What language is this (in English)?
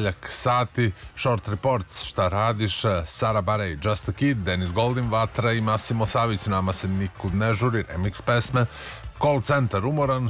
Serbian